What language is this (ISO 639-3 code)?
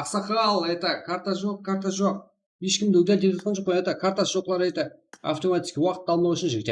kaa